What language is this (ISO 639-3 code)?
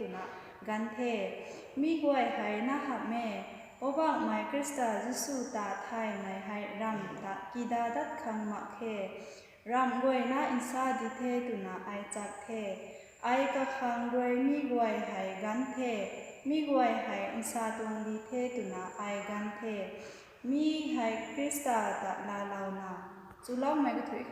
nbu